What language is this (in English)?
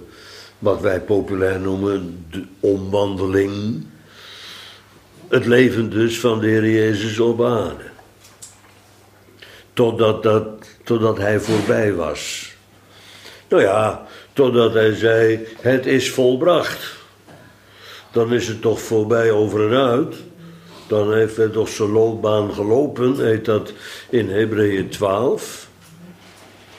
Dutch